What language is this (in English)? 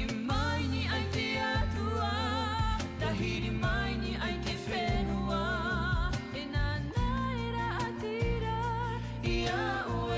Tahitian